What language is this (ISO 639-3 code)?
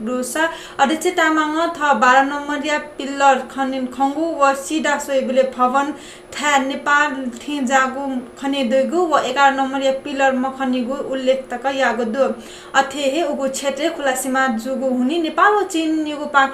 new